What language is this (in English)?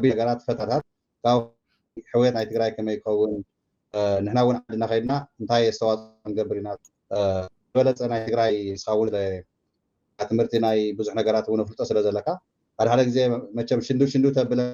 Tigrinya